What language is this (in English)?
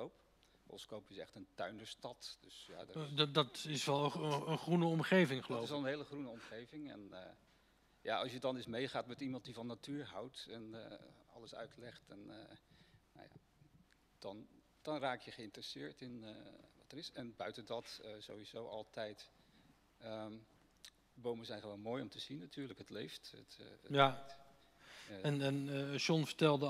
Dutch